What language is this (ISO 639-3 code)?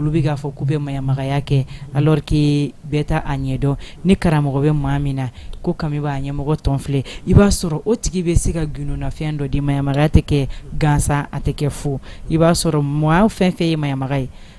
bam